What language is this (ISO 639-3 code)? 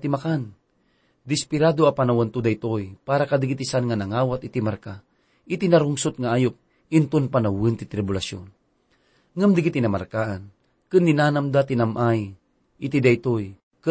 ilo